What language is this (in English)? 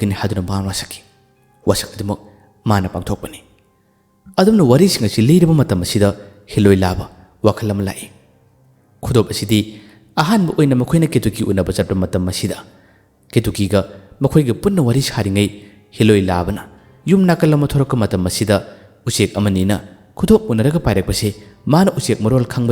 Manipuri